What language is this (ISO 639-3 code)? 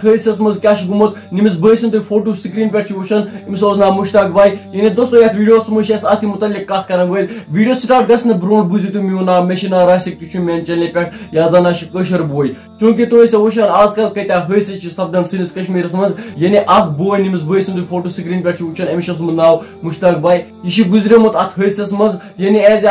kas